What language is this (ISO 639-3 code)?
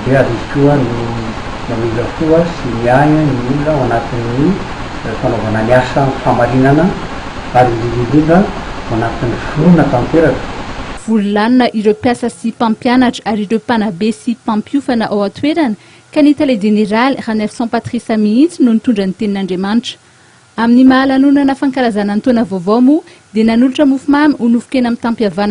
mlg